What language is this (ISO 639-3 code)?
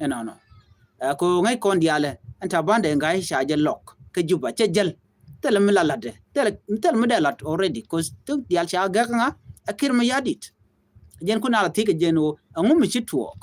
nus